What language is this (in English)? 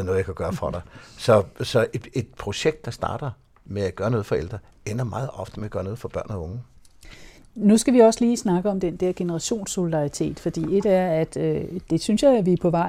Danish